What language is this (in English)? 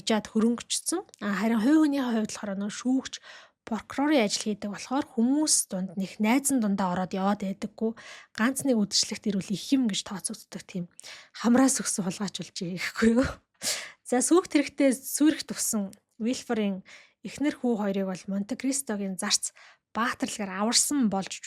Mongolian